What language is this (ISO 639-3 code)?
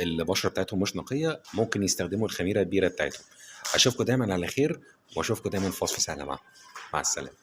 arz